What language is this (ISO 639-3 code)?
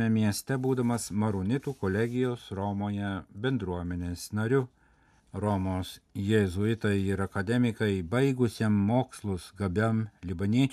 lit